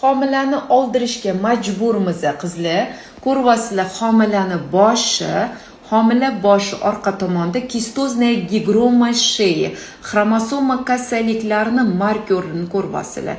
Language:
Uzbek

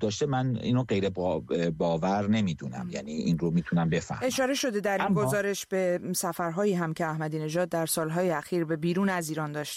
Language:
Persian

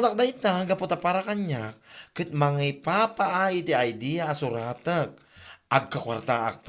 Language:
Iloko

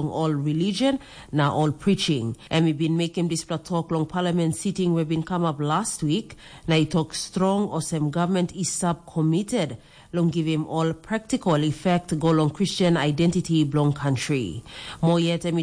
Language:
Tok Pisin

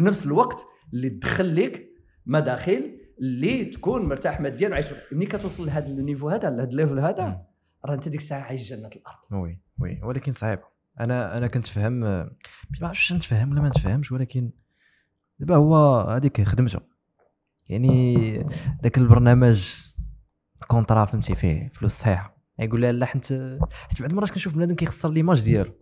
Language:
Moroccan Arabic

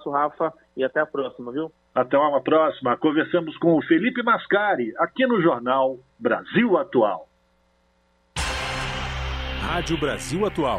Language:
Portuguese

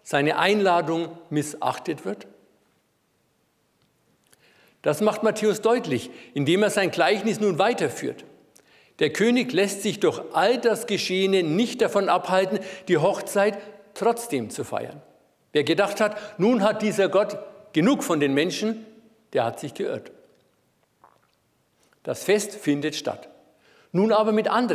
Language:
German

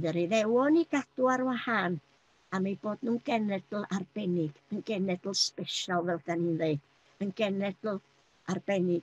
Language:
Welsh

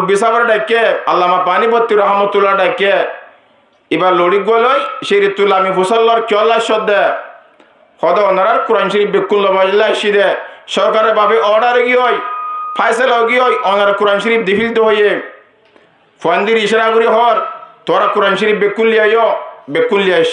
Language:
Rohingya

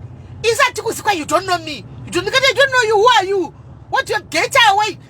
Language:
Shona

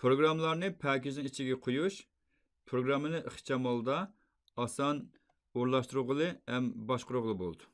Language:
Uyghur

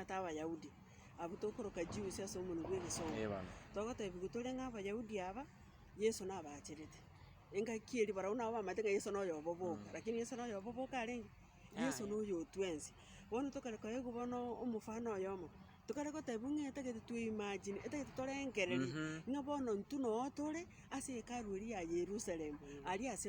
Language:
Gusii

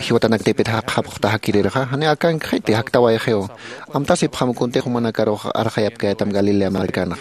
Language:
Aymara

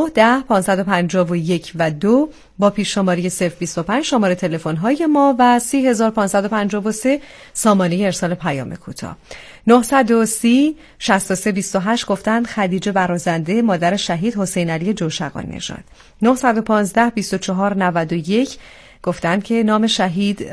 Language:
Persian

